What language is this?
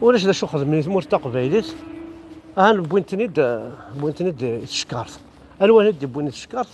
Kabyle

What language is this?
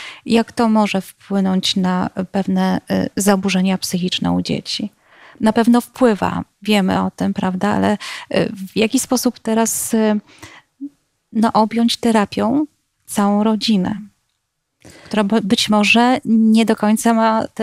Polish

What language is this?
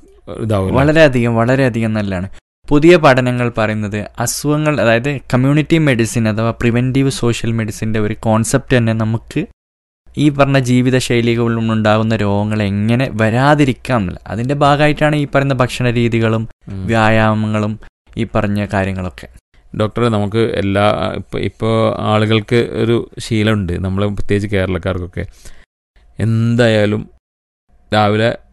Malayalam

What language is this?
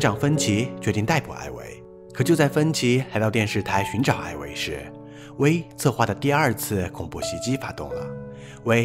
Chinese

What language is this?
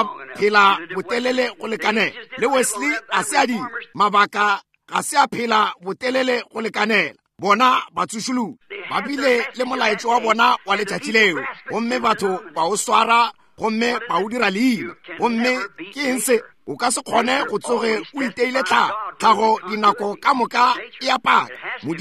Northern Sotho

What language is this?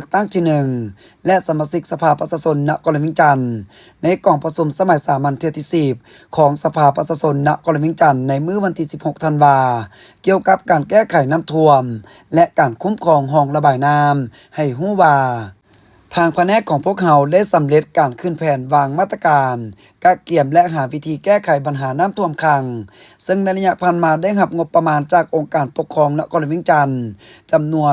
Lao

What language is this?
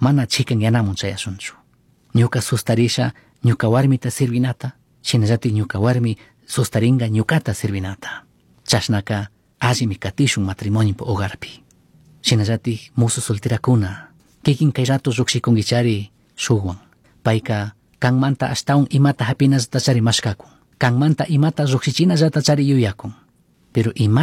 Chimborazo Highland Quichua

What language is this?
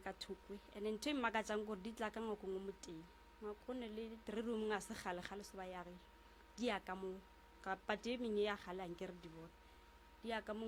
Northern Sotho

